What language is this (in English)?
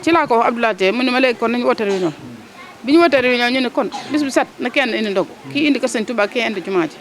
Wolof